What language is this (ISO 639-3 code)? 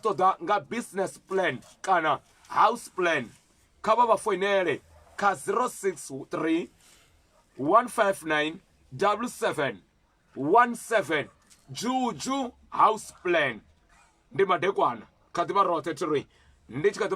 ven